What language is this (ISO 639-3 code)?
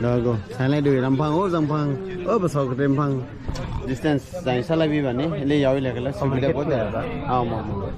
dis